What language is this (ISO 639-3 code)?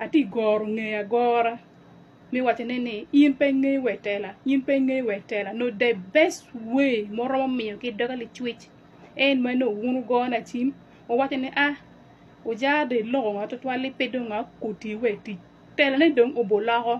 ach